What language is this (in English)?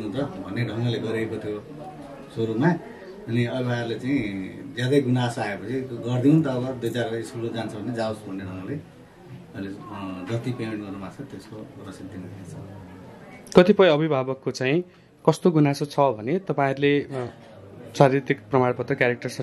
Nepali